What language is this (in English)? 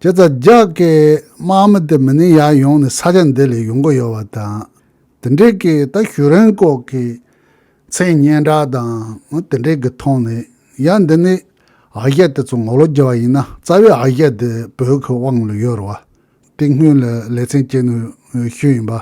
Tibetan